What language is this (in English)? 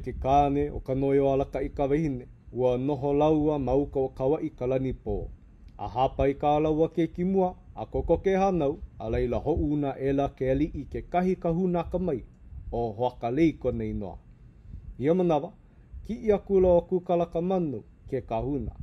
Hawaiian